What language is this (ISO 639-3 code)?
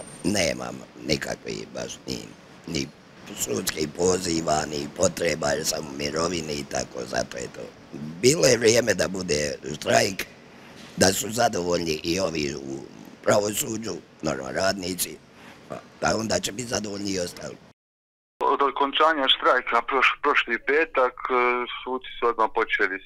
hrv